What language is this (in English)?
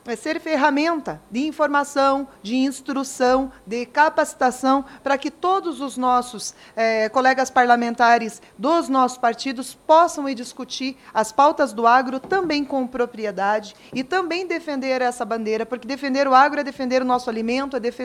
Portuguese